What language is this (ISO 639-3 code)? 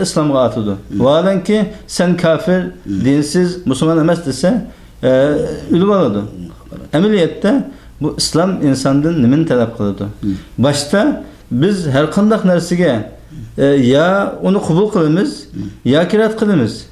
uig